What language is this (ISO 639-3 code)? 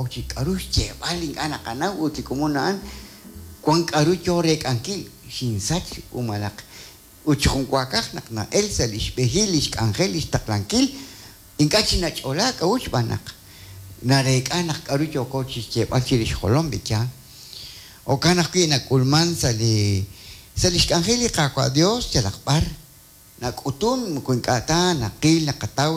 kek